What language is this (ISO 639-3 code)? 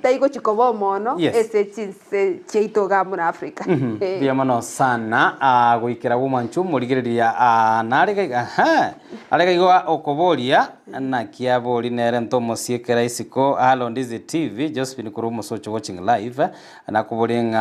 guz